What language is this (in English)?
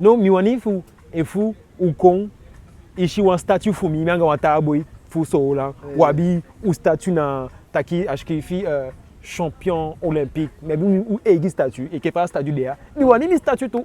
Eastern Maroon Creole